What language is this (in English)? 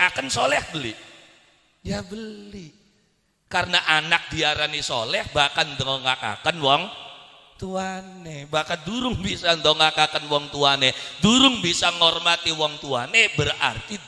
Javanese